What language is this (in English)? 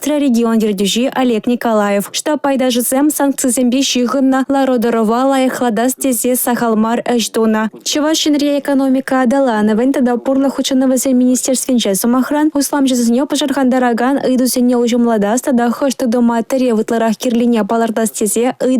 Chuvash